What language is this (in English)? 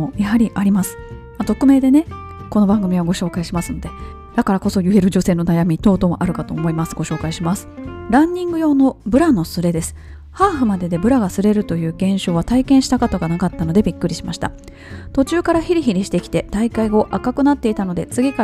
Japanese